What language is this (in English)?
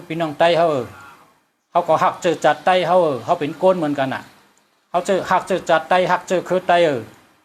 Shan